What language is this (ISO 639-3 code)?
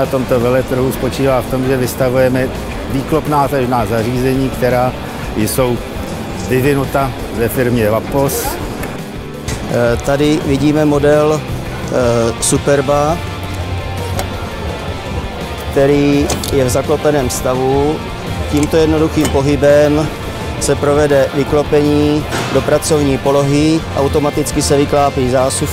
ces